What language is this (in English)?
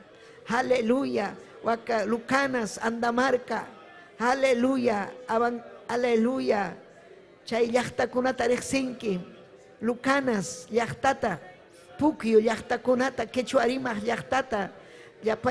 Ayacucho Quechua